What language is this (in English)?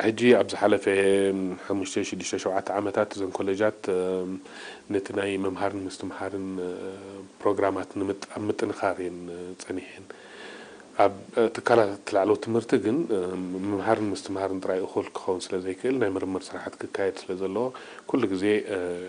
Tigrinya